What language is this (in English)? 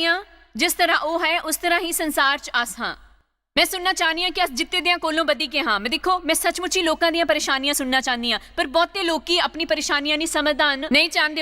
Dogri